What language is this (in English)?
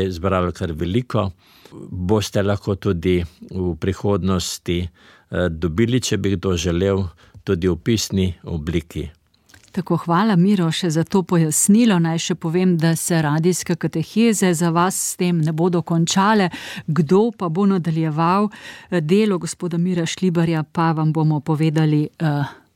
Slovenian